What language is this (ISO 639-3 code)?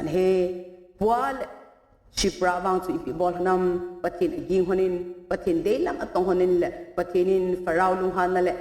tcz